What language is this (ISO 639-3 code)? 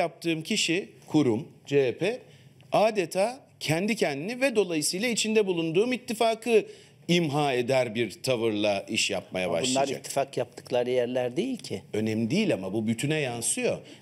tur